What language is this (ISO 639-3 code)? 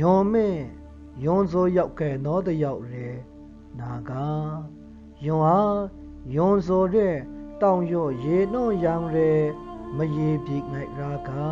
mhx